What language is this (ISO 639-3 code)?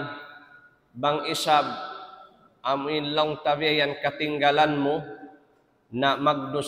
tsg